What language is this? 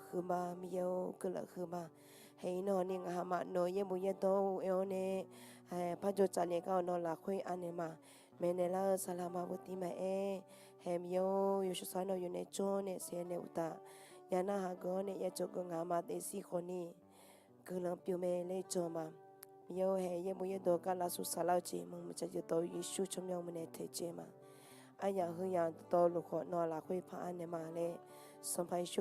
Akha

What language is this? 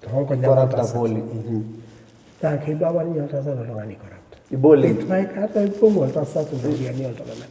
Masai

